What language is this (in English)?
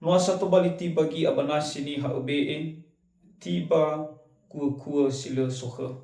Nias